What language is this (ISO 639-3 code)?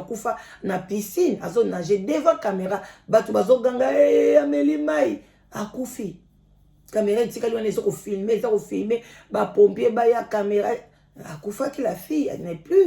lin